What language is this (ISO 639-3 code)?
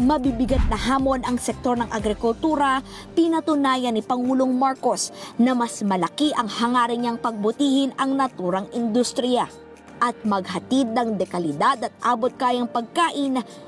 fil